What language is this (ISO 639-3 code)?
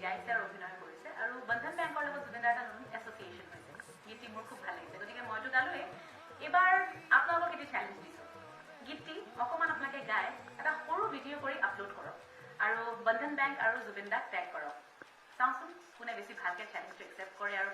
asm